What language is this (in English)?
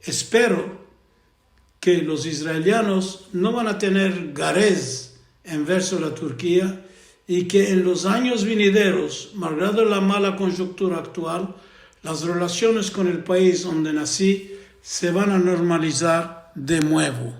Ladino